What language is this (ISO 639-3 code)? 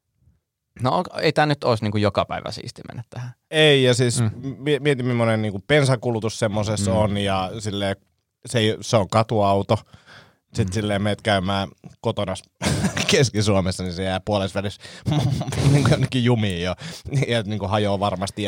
fin